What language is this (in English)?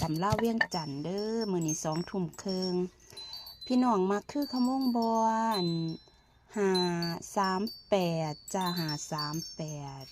Northeastern Thai